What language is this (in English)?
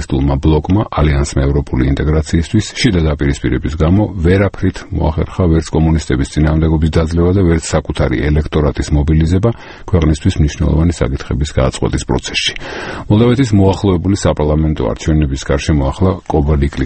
Georgian